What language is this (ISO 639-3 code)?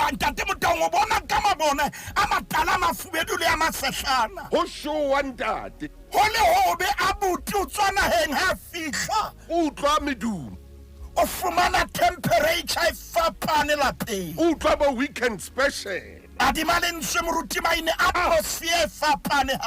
sot